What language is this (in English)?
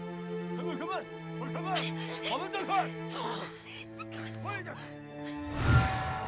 Chinese